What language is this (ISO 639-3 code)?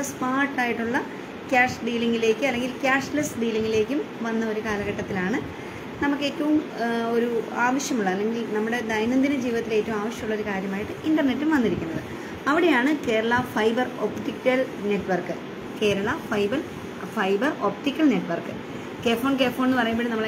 mal